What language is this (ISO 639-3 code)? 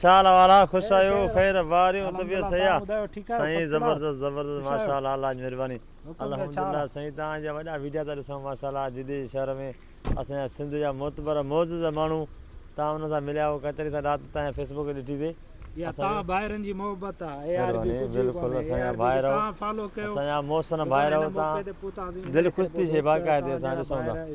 snd